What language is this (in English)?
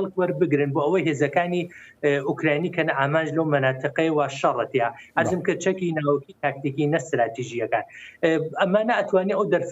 Central Kurdish